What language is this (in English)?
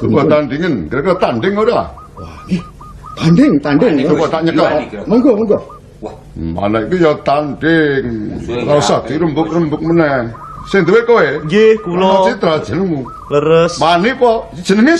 Javanese